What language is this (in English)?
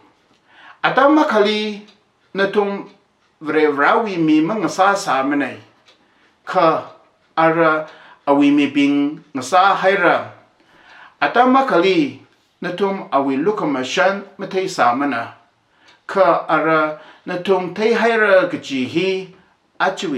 Tangkhul Naga (India)